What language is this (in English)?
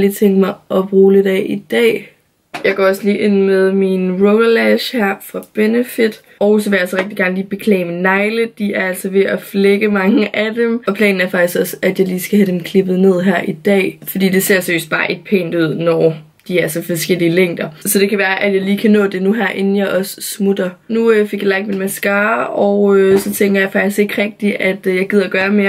Danish